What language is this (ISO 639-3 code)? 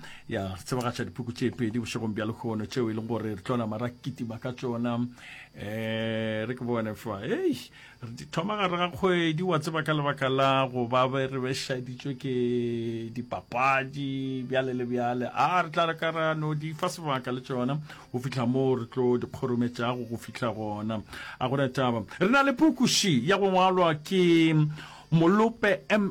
nso